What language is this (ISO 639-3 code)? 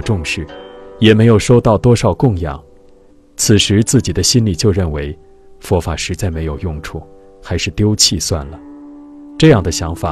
zho